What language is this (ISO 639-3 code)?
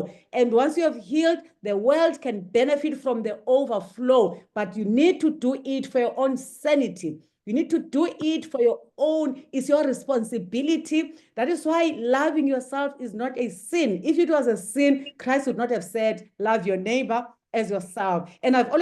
eng